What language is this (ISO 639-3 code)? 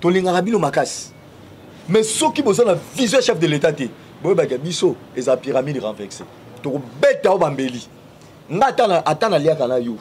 lin